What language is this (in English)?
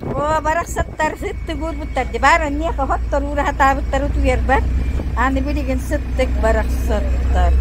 Yakut